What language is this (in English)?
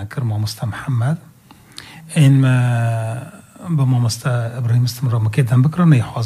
Persian